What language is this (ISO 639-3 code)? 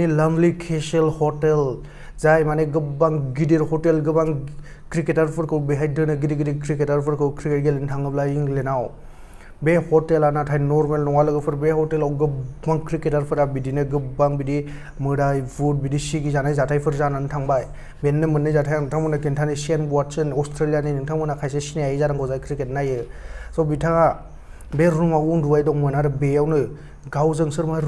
brx